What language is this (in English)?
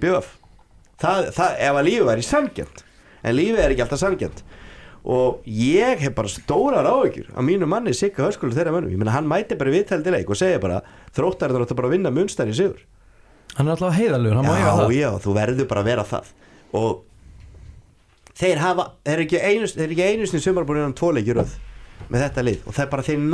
Icelandic